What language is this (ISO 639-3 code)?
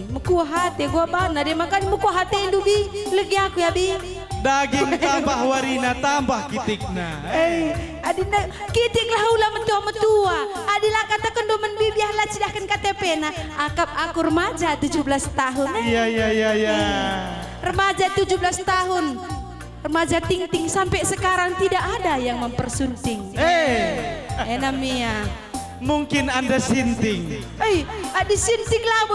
btx